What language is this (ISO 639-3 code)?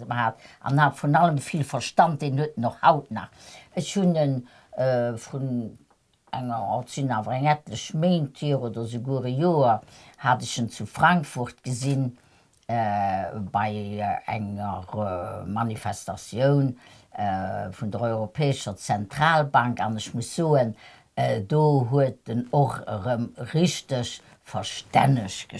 ltz